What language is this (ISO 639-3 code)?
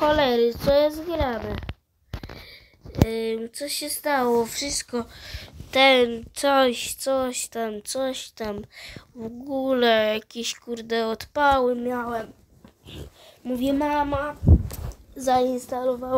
pol